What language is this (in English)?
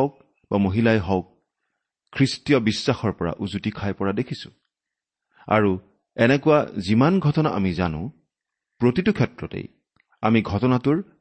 Assamese